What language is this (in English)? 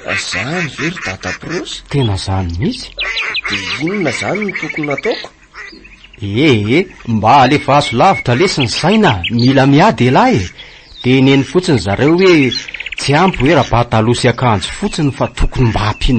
Malagasy